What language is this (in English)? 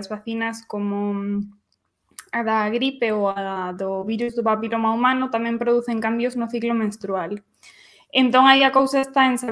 Galician